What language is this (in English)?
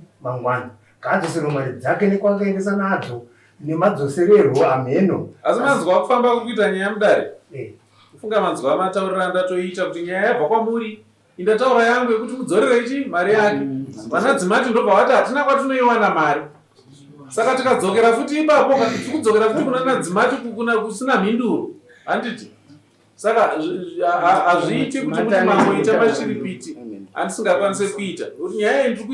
Shona